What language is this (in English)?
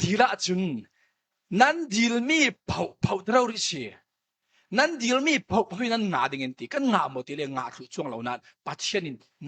Falam Chin